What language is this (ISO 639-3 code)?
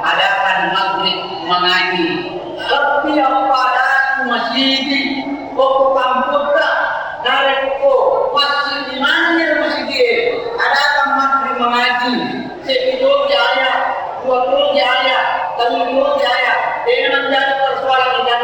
bug